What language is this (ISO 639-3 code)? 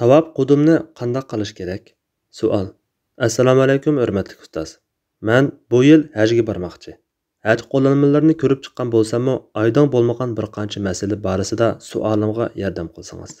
uig